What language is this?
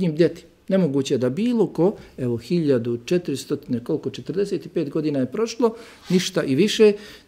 Bosnian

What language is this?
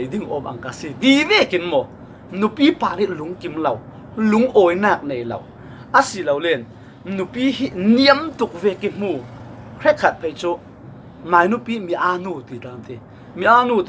Falam Chin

